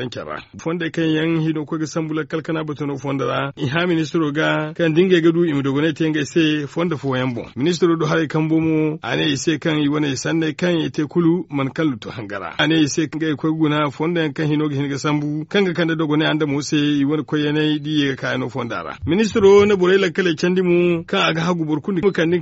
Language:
Zarma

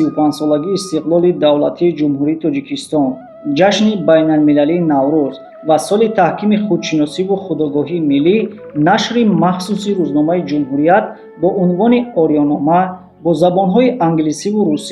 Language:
Tajik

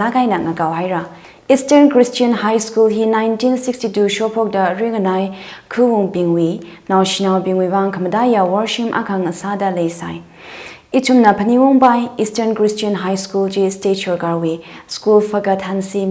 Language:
Tangkhul Naga (India)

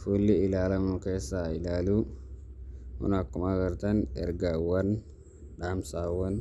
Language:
Oromo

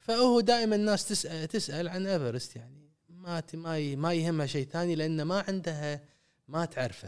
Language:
Gulf Arabic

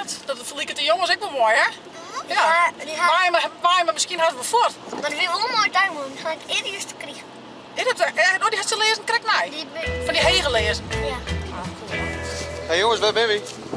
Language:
Western Frisian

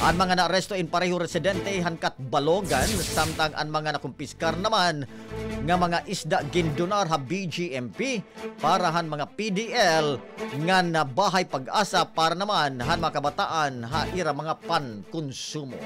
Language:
Waray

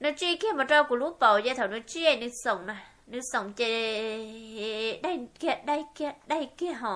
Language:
Hmong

